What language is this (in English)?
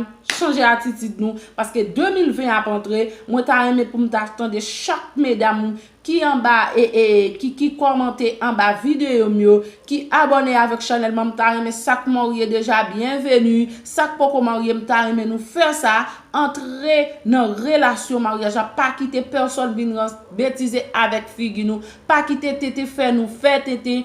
Haitian Creole